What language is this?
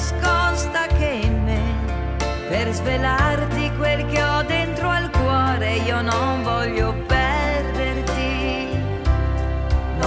Italian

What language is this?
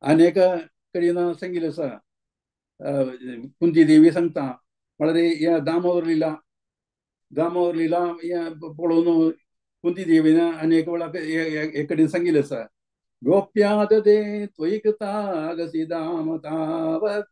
Konkani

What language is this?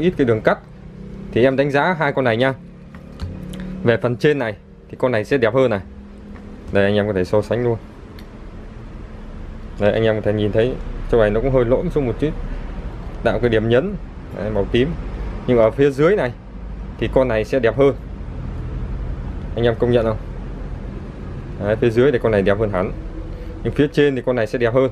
Vietnamese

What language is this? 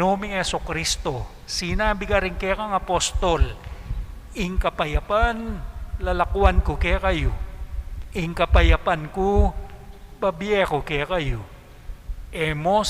Pampanga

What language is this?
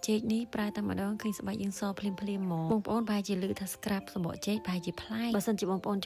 Khmer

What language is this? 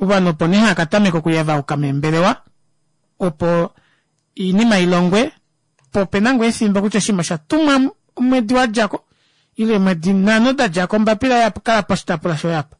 Kuanyama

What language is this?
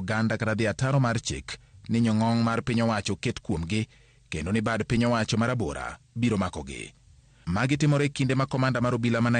Luo (Kenya and Tanzania)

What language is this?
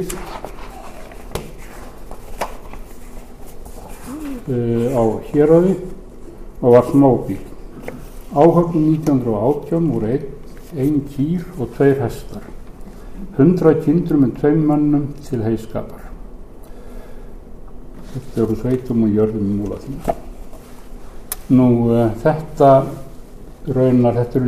Icelandic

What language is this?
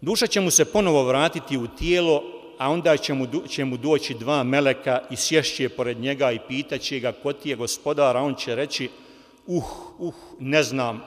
Bosnian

